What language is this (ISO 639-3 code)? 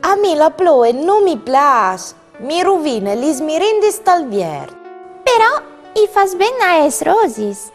fur